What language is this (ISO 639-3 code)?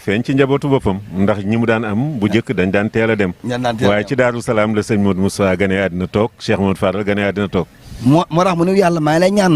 wol